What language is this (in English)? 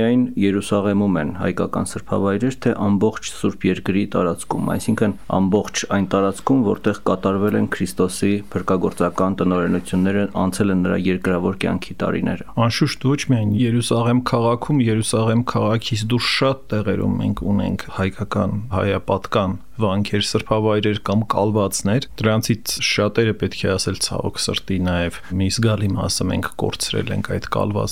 Armenian